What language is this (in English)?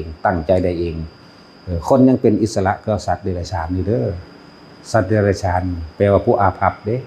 Northeastern Thai